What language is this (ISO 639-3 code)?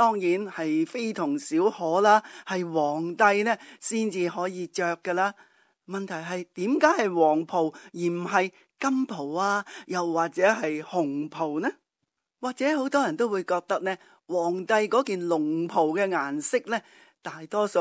yue